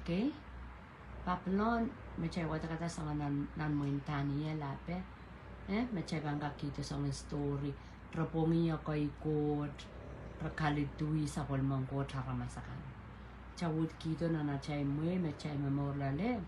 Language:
Pohnpeian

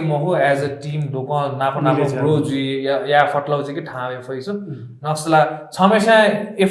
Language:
Newari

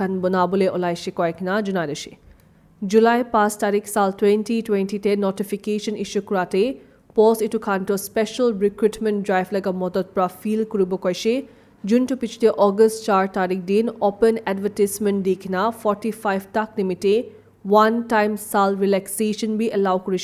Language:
Naga Pidgin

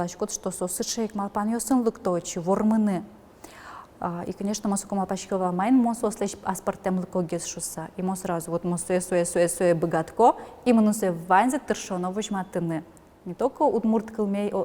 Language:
Udmurt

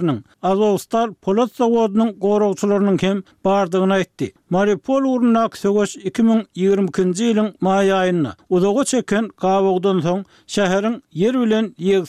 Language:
Turkmen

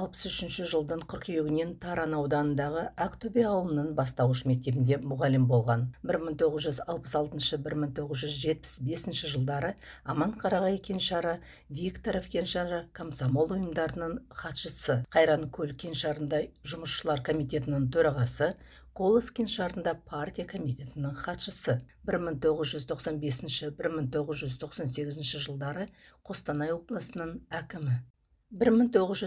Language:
Kazakh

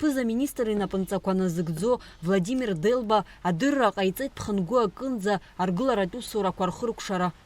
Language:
Abkhazian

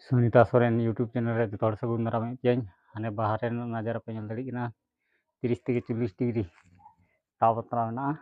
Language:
Santali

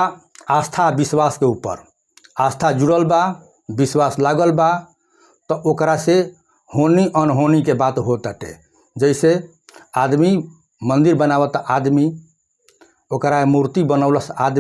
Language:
Bhojpuri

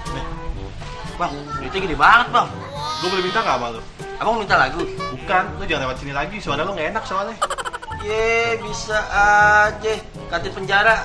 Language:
Betawi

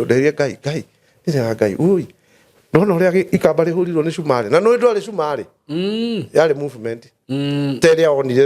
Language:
Kikuyu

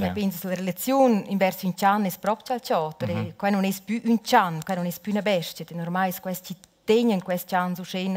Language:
Romansh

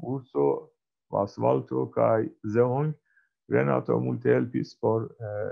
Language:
Esperanto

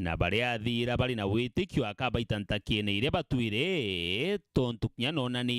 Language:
Meru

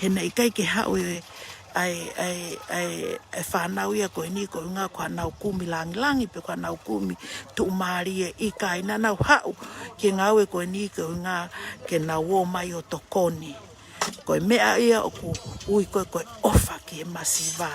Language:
Tongan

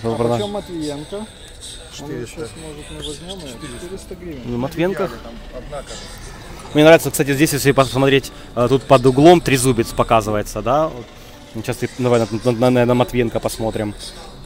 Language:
Russian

